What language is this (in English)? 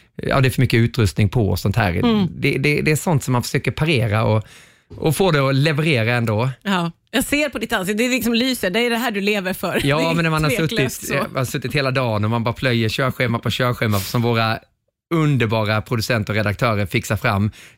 Swedish